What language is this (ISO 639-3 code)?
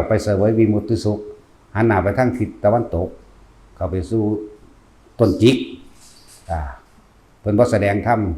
lao